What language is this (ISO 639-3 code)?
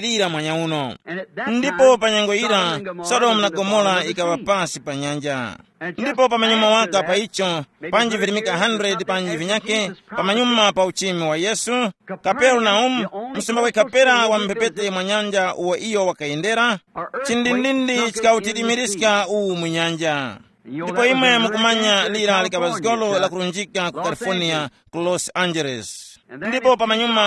tum